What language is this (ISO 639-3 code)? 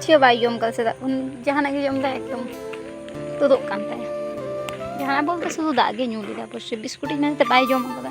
sat